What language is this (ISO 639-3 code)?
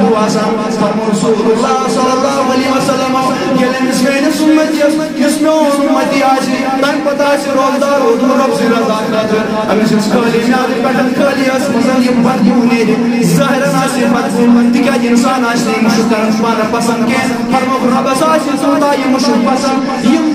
kas